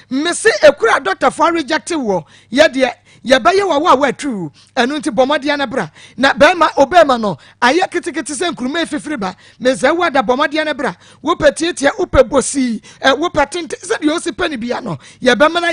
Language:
Akan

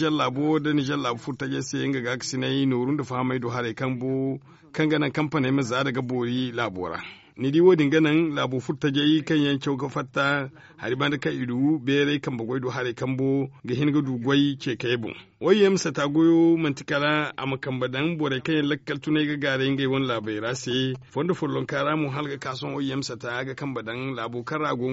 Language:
Zarma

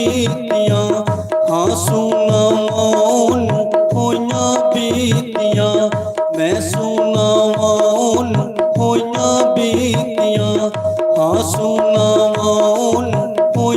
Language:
Dogri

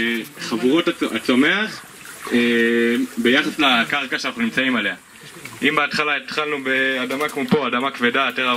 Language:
Hebrew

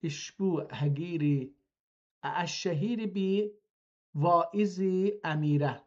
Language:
South Azerbaijani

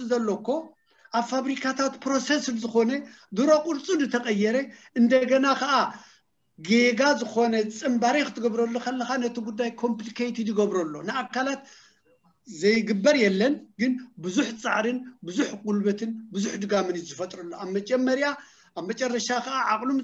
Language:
Tigrinya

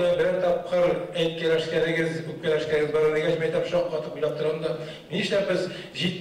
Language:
Tatar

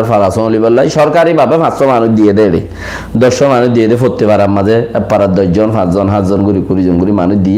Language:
Rohingya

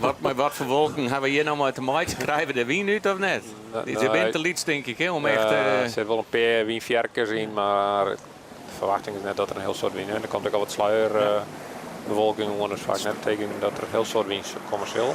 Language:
Western Frisian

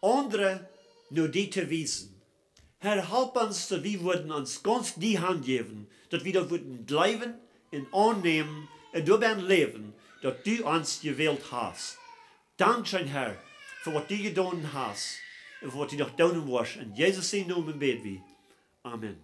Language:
Plautdietsch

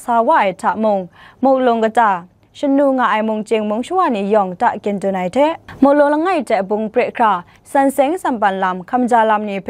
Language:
Kachin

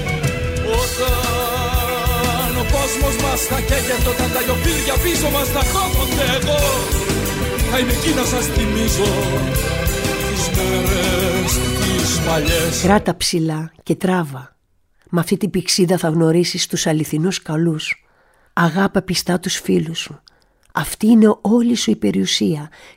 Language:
Greek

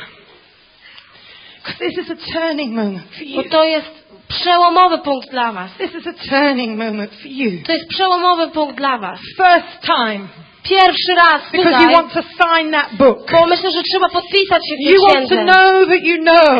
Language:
Polish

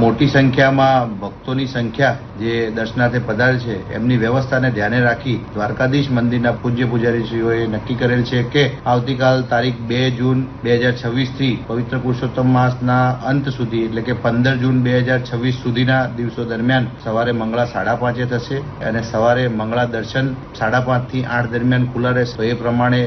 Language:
Gujarati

